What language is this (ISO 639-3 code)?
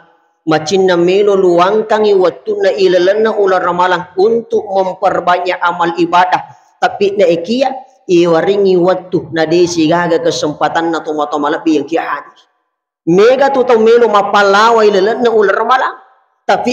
bug